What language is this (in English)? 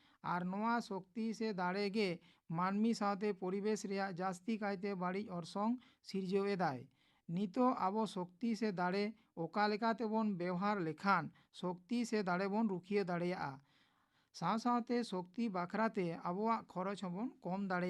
Santali